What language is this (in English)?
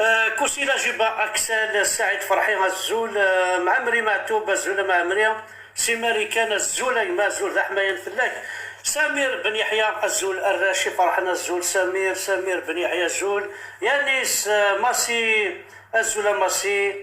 Kabyle